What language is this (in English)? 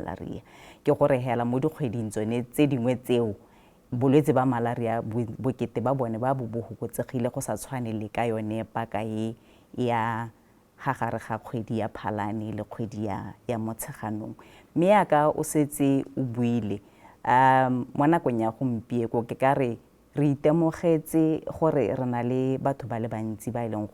Tswana